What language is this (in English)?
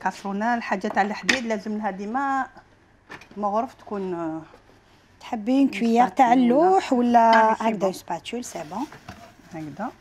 Algerian Arabic